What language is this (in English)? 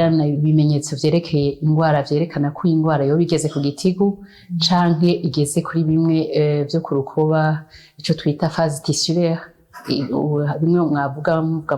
Rundi